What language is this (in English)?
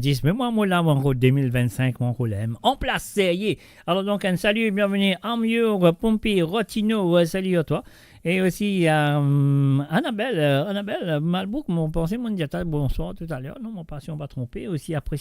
Morisyen